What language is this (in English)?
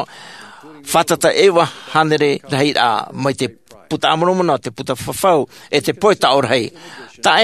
Tahitian